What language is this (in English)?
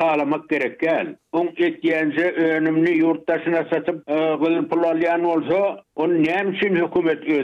Turkmen